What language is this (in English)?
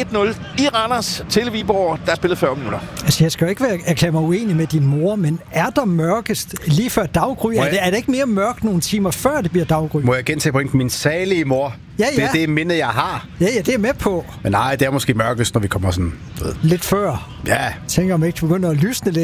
Danish